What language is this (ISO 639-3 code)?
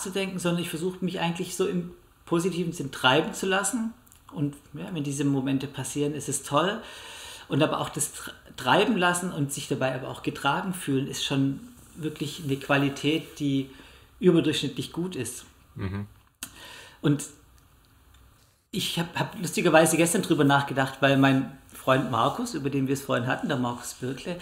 deu